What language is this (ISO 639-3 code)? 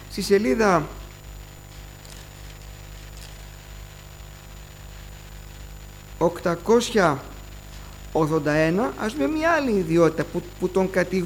ell